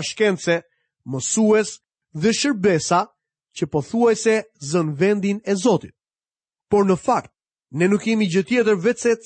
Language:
Albanian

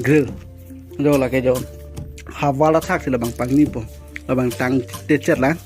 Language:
Karbi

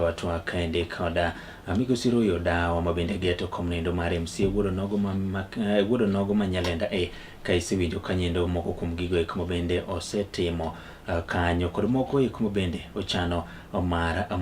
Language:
Luo (Kenya and Tanzania)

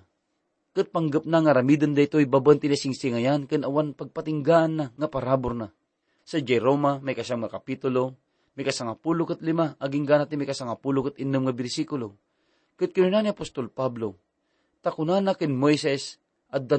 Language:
Iloko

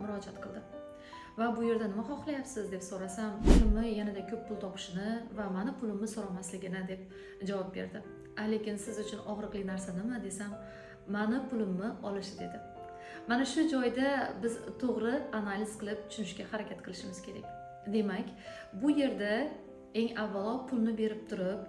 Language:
Uzbek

